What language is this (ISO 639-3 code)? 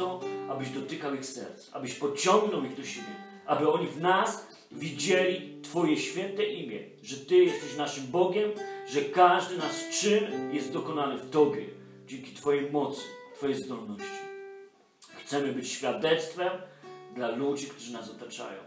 pol